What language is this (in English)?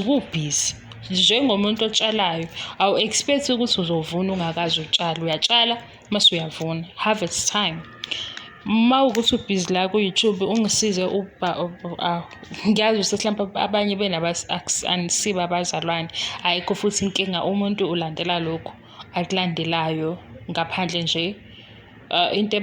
Zulu